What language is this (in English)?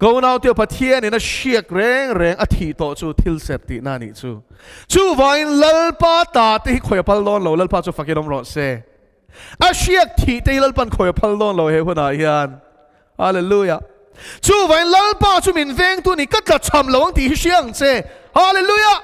Mizo